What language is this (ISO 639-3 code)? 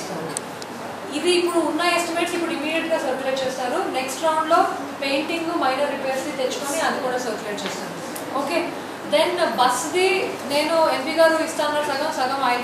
tel